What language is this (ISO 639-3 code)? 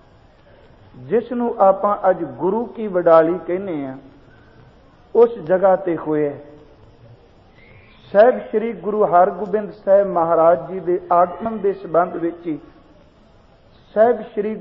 pan